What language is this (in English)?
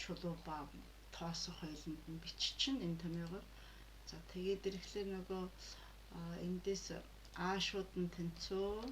Mongolian